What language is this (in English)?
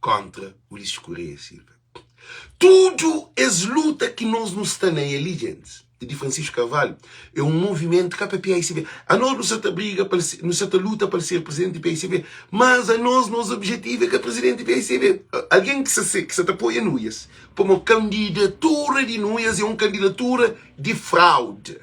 Kabuverdianu